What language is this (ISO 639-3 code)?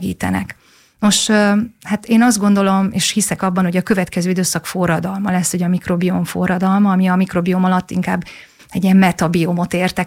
hun